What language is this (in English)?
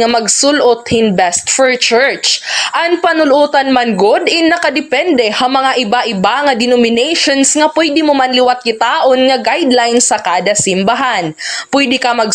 Waray